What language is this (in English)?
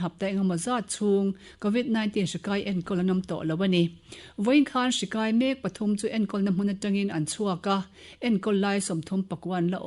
Mizo